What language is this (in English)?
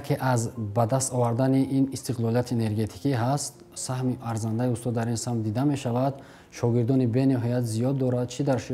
Tajik